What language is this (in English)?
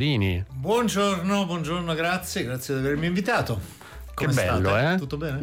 Italian